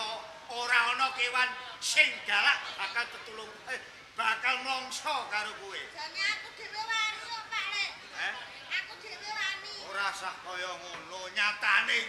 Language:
Javanese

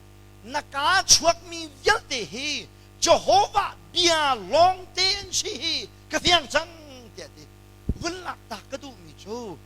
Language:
Hakha Chin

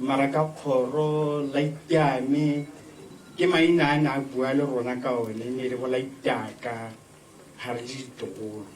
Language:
Tswana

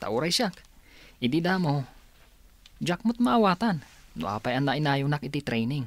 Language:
Iloko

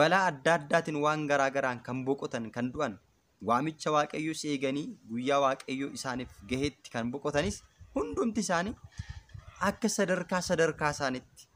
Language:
Oromo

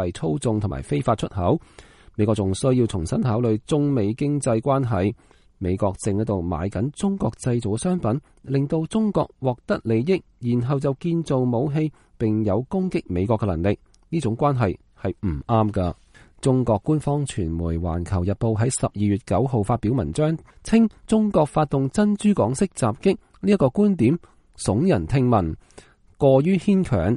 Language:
Cantonese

